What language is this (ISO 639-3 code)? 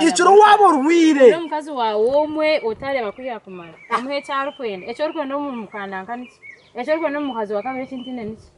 nyn